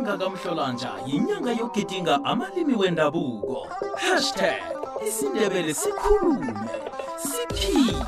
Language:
South Ndebele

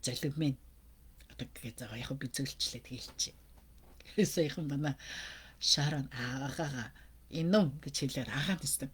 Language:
Mongolian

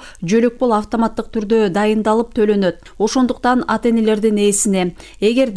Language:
Kyrgyz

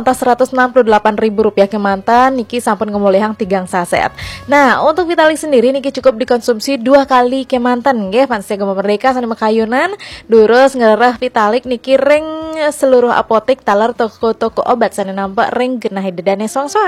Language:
Balinese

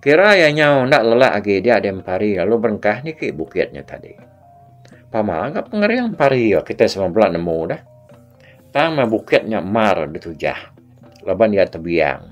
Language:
Iban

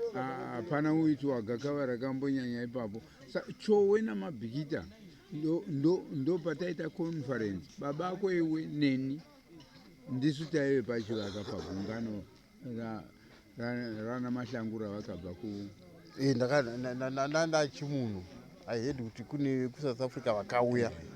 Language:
Shona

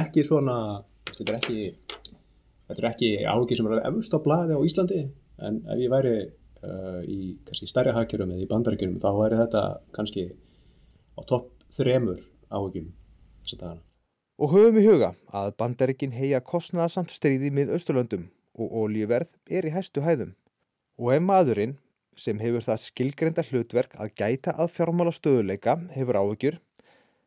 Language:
Icelandic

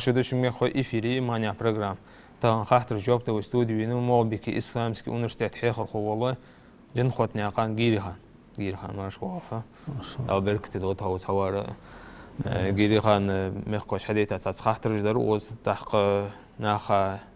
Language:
Ingush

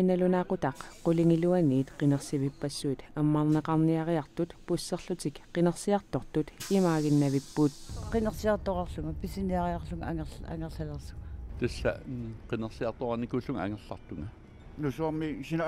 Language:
Kalaallisut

